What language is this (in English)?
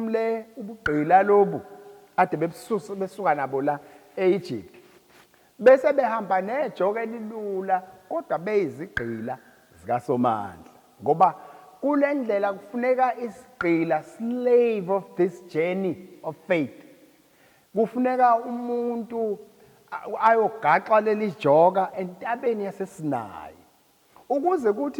Zulu